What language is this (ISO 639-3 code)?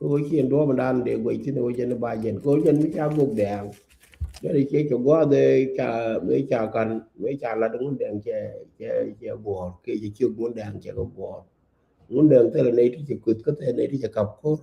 nus